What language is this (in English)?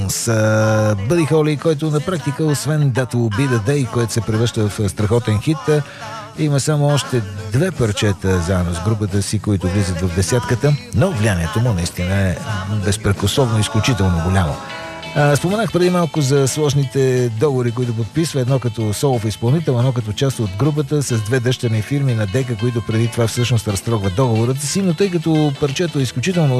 Bulgarian